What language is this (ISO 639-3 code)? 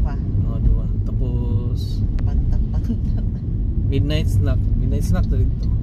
ceb